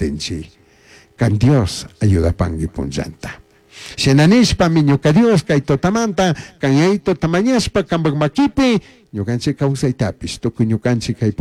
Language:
Chimborazo Highland Quichua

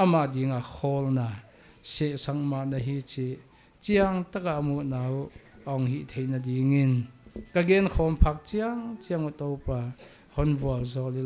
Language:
Paite Chin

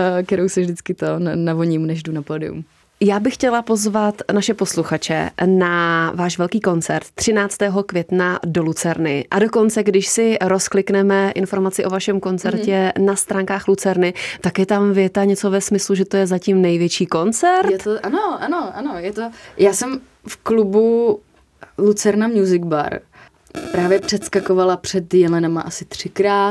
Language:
Czech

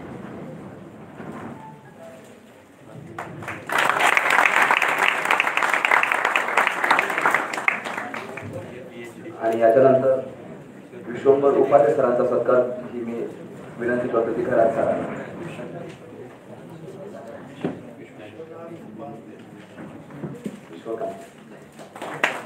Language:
Marathi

